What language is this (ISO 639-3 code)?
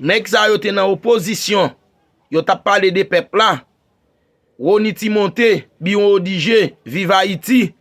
hat